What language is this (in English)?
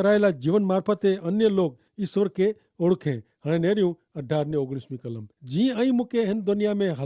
Kachhi